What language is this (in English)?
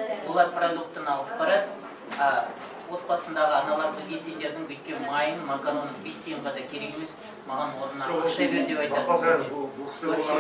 Kazakh